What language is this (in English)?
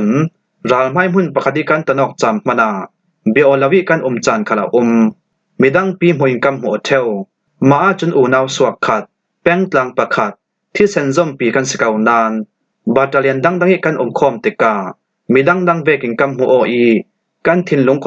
Falam Chin